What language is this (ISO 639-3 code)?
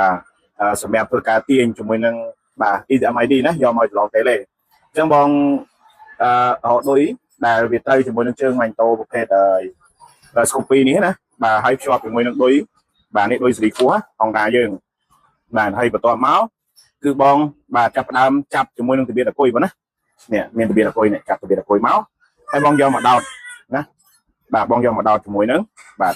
khm